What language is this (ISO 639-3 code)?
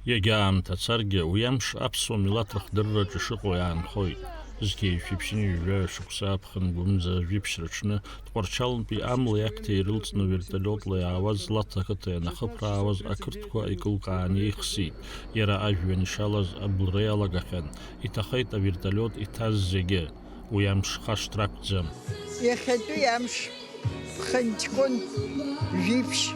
abk